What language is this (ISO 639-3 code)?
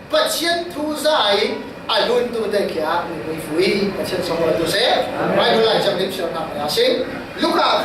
cfm